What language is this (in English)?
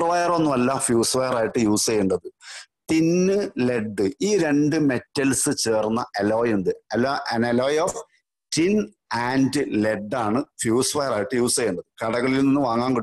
Malayalam